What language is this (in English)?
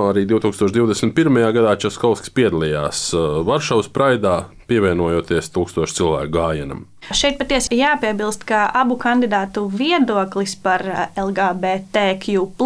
Latvian